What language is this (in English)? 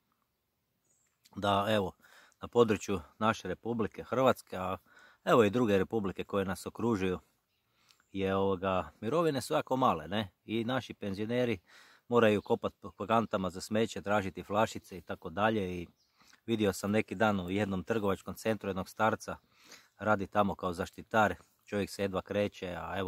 Croatian